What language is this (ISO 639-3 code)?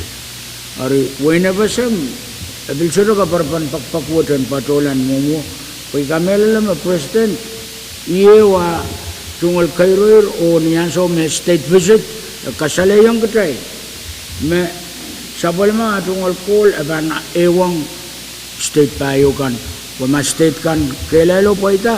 pon